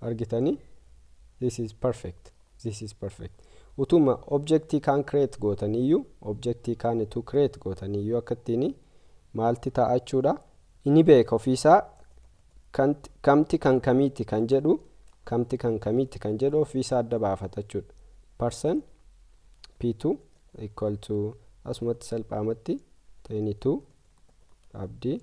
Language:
Oromo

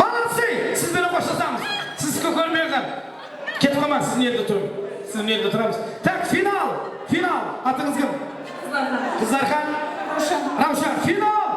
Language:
Kara-Kalpak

